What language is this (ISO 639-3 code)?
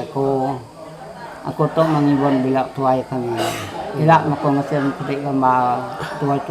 iba